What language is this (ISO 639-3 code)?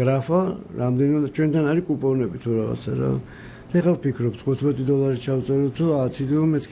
kat